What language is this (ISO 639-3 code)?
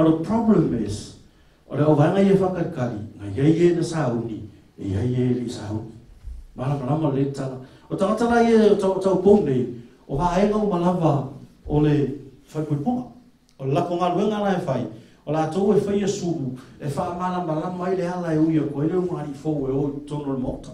smo